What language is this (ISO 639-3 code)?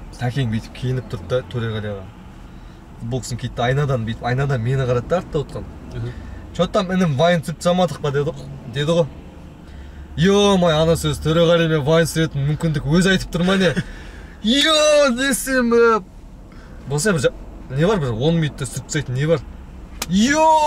kaz